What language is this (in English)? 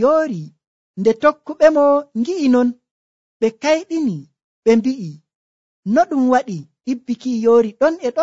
Nigerian Fulfulde